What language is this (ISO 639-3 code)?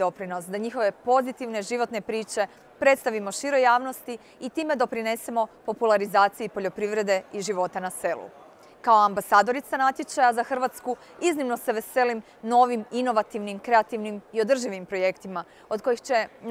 hrv